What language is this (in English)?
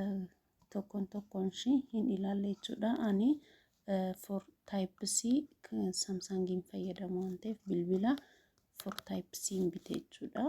Oromo